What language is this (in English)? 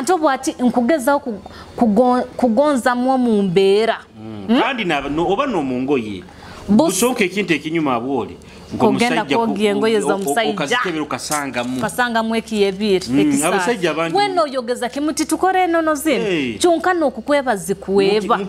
Nyoro